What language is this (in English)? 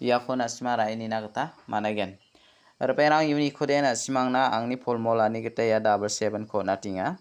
Garo